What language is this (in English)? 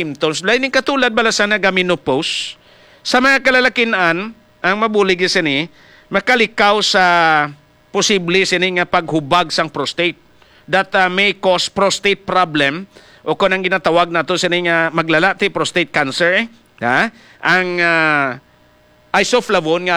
Hiligaynon